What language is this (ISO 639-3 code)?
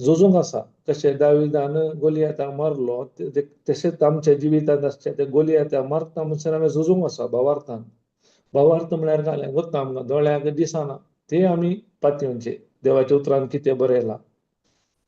kok